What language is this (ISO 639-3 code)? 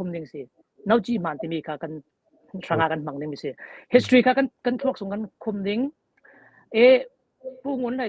cfm